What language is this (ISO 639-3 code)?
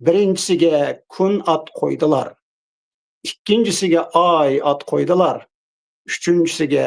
uig